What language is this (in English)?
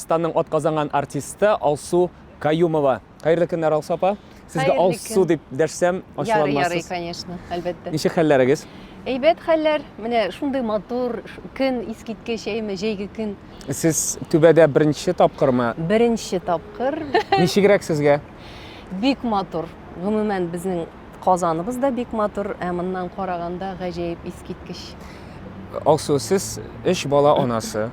Tatar